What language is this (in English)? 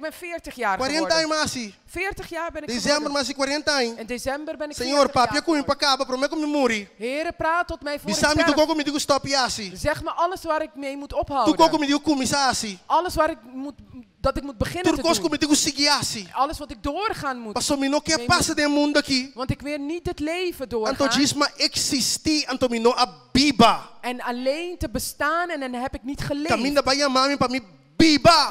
Papiamento